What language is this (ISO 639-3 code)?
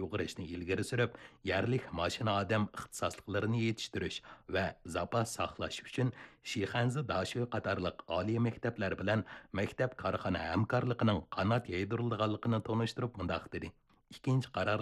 uig